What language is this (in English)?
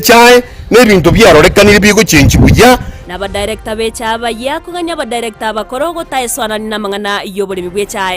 Gusii